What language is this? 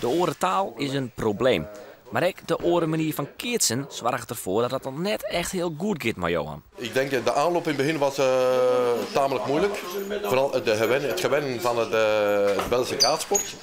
Western Frisian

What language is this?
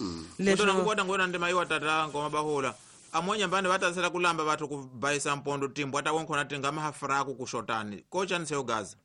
Tsonga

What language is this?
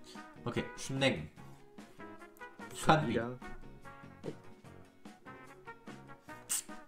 German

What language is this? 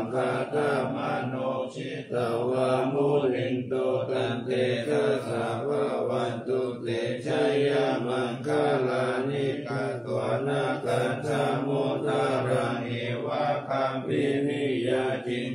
Pali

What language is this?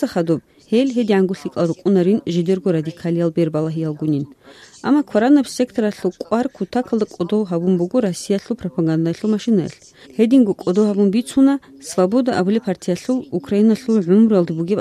Avaric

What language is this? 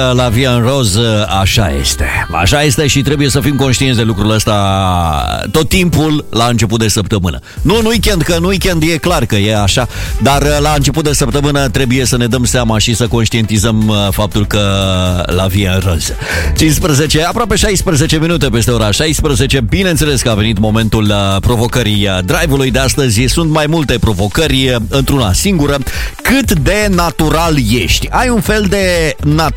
Romanian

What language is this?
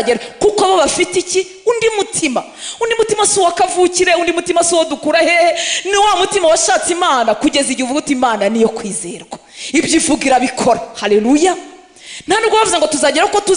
Kinyarwanda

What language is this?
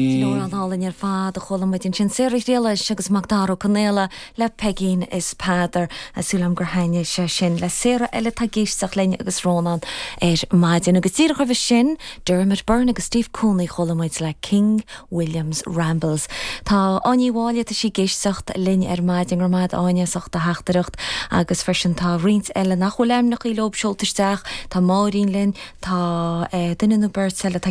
Irish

